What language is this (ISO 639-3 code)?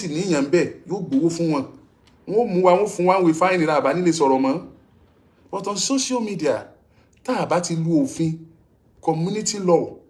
yor